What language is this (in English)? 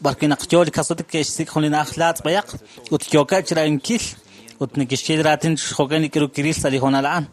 Kekchí